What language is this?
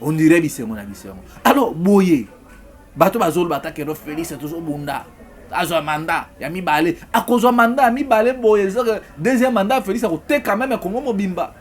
Lingala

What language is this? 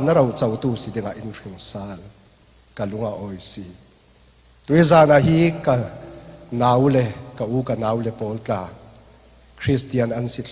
Falam Chin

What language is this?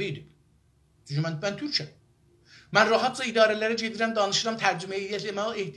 South Azerbaijani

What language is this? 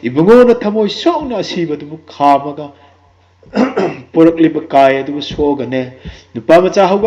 Manipuri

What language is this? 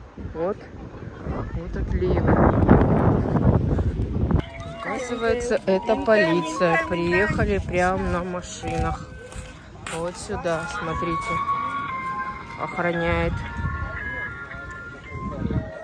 Russian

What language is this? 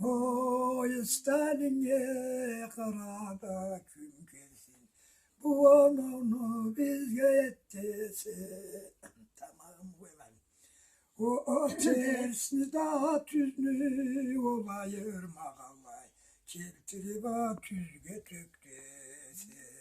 Karachay-Balkar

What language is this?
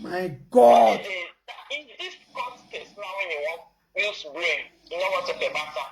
Nigerian Pidgin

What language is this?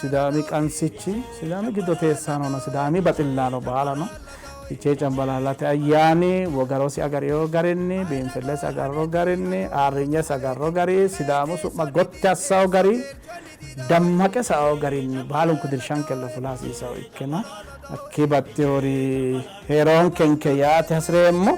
Sidamo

